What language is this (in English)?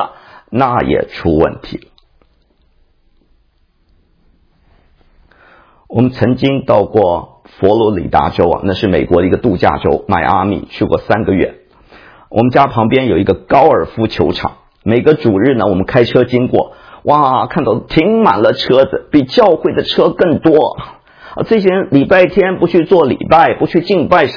Chinese